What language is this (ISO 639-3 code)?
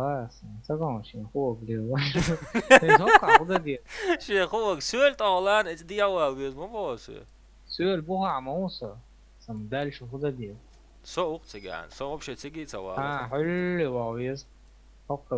che